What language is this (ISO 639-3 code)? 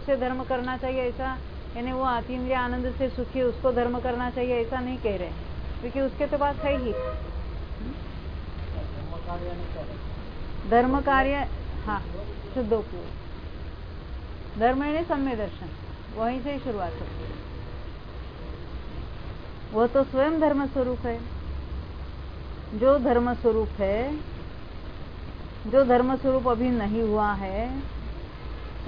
hin